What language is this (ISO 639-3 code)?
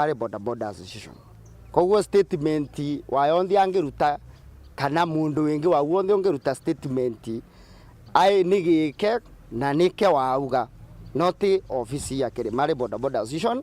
mer